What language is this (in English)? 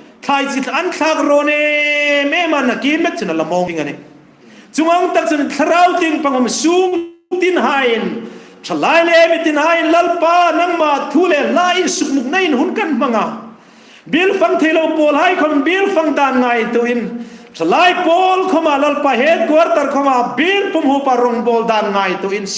Hmar